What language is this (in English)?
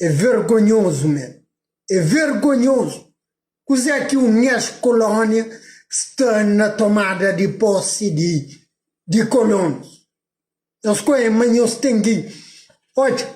Kabuverdianu